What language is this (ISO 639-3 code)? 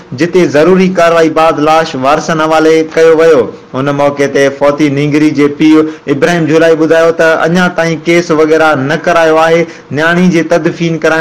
snd